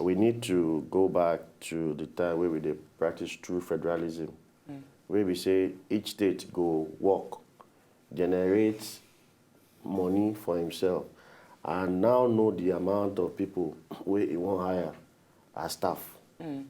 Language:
Nigerian Pidgin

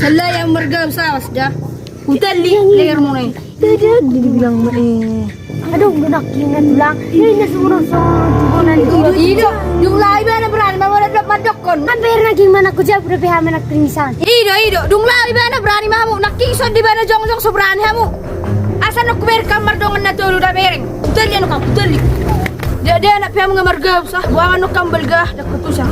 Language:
Batak Toba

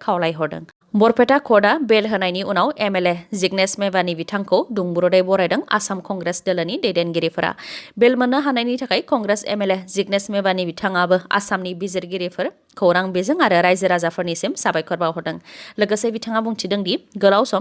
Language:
Bodo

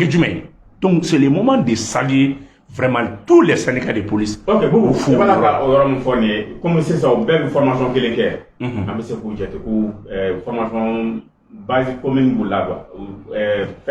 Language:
Bambara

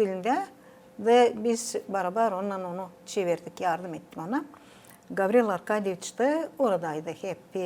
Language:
Gagauz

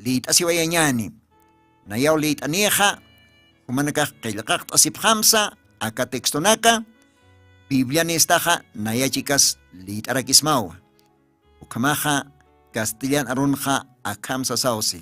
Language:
Aymara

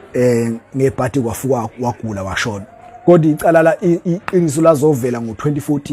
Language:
Zulu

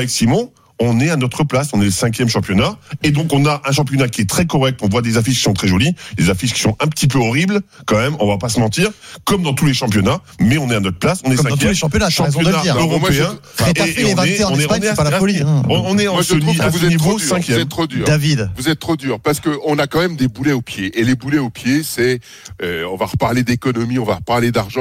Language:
French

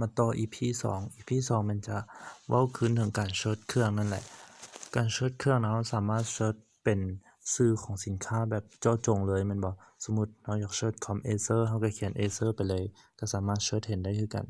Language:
Lao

